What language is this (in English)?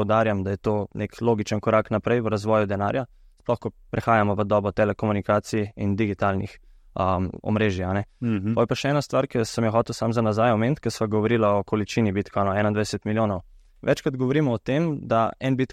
Slovenian